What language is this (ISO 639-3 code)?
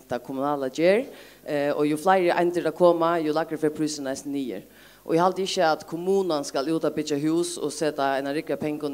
fao